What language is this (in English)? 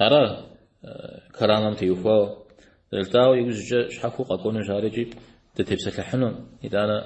Kabardian